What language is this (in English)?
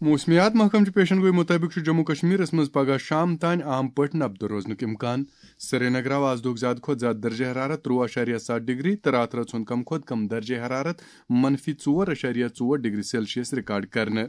Kashmiri